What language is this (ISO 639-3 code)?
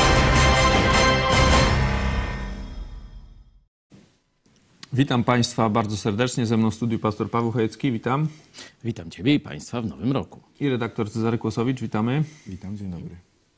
pol